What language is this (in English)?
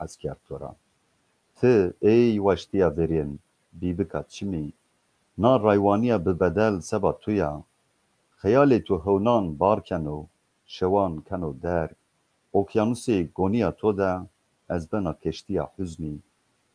Zaza